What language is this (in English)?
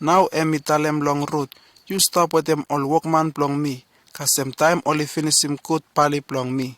Bislama